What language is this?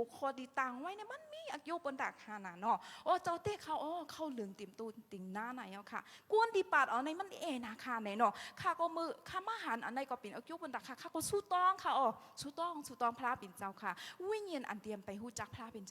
Shan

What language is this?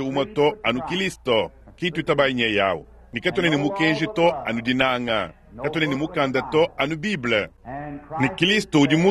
Luba-Lulua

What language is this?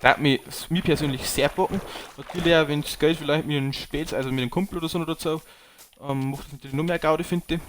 Bavarian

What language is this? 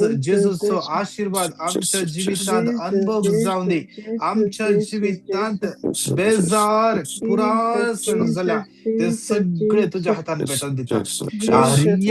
Konkani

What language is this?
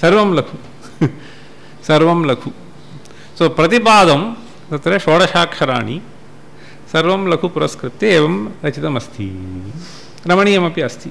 Sanskrit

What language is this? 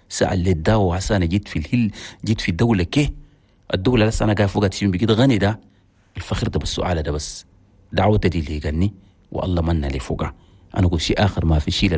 Chadian Arabic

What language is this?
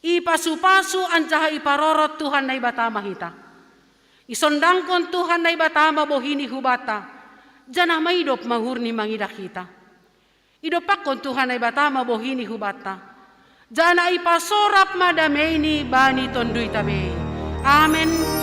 Batak Simalungun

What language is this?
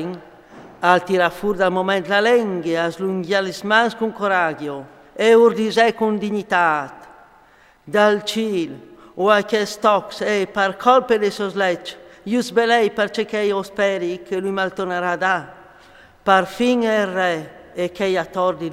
Friulian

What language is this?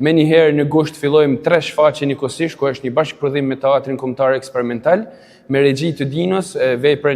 Albanian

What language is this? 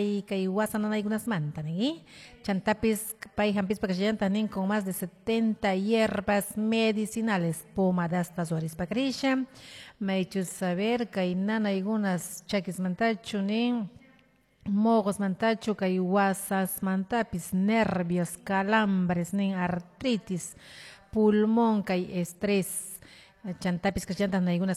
Quechua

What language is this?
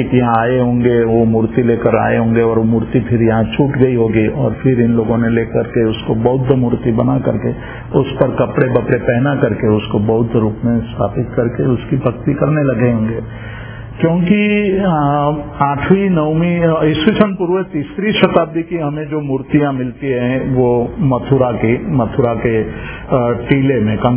Hindi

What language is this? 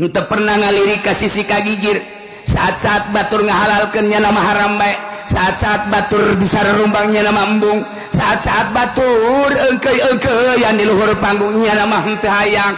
Sundanese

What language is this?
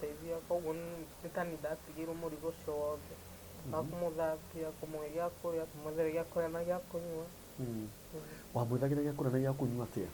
Kikuyu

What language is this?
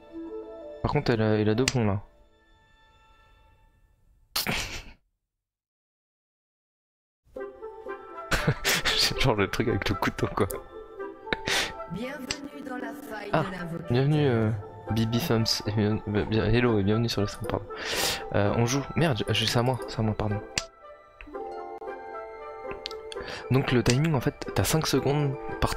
French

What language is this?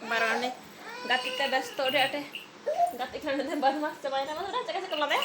Santali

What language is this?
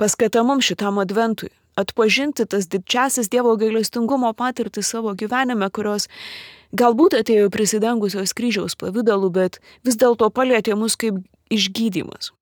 Lithuanian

